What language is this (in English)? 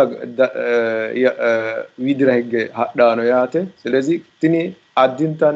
Sidamo